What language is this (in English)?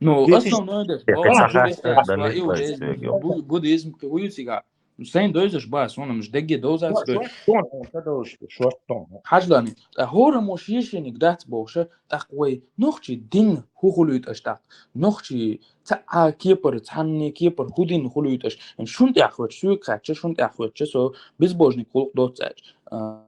Chechen